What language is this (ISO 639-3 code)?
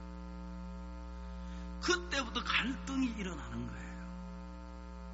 kor